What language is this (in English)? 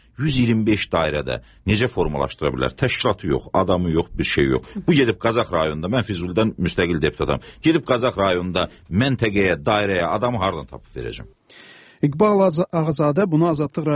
Azerbaijani